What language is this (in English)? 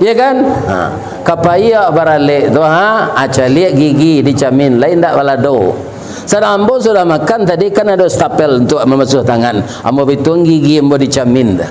Minangkabau